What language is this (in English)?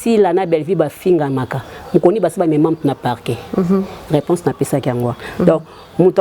Lingala